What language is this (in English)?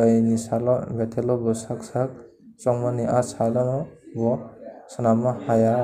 Kok Borok